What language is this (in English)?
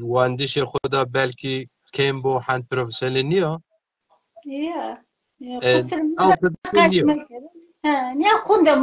Zaza